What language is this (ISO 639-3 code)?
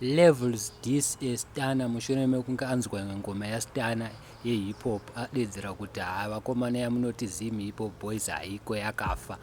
sna